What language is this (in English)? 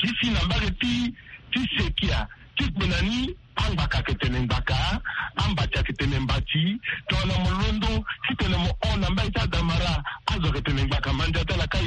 Sango